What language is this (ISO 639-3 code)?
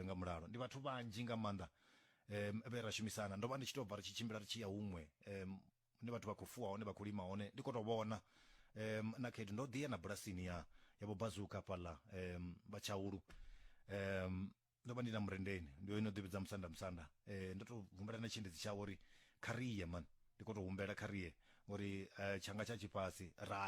ven